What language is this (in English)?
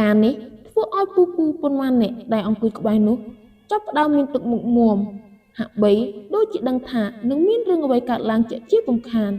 Khmer